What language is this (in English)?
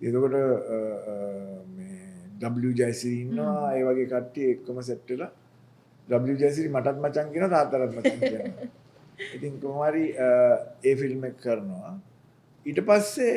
Sinhala